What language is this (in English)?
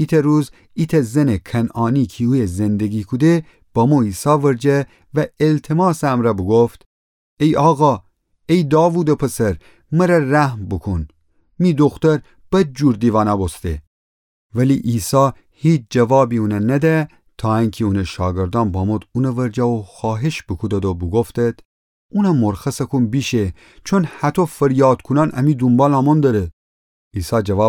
Gilaki